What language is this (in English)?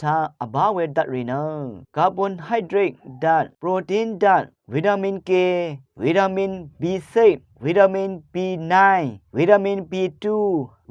Rawang